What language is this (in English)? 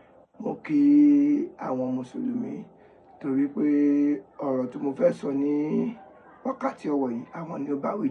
Yoruba